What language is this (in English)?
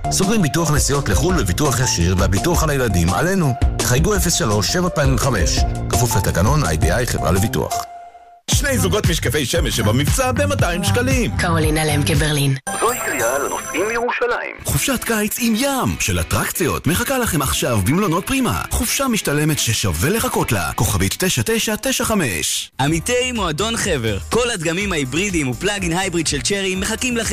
Hebrew